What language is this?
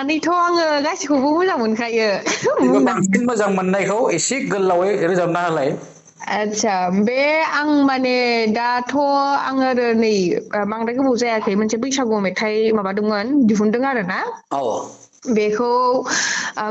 Bodo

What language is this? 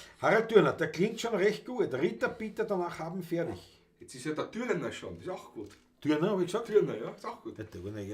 Bavarian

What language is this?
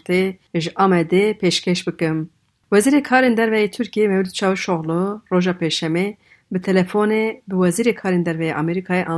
Kurdish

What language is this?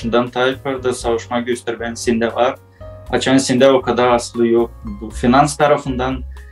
Gagauz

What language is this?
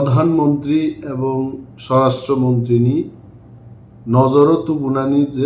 Kok Borok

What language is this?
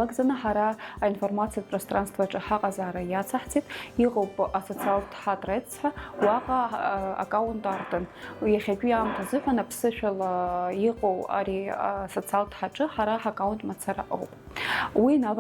Abkhazian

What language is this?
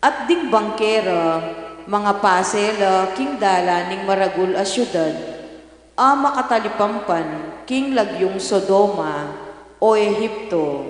Pampanga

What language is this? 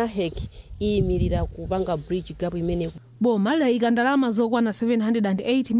Nyanja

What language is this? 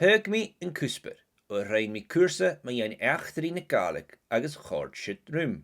Scottish Gaelic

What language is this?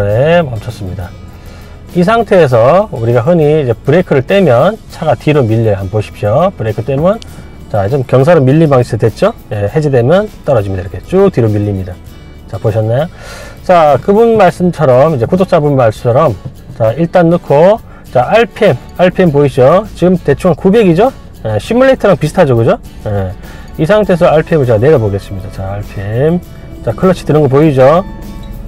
Korean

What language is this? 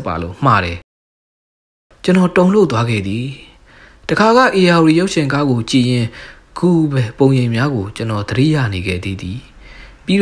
Burmese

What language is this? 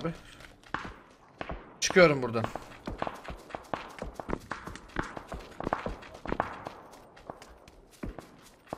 Turkish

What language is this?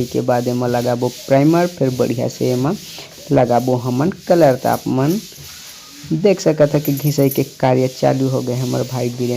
Chhattisgarhi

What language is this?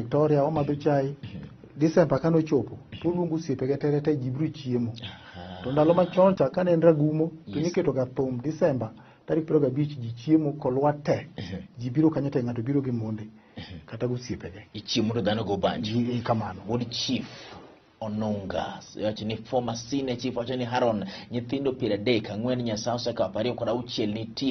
Luo (Kenya and Tanzania)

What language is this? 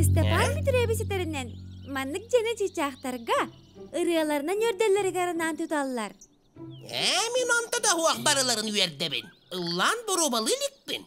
Yakut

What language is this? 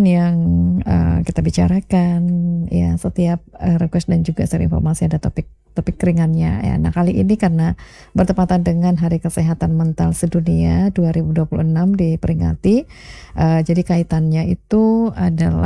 Indonesian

